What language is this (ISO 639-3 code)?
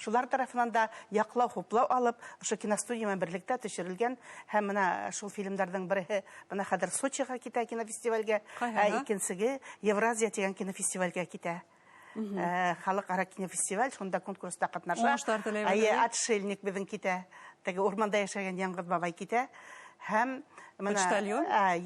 bak